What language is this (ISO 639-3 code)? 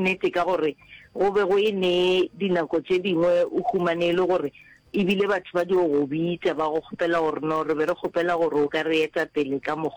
nso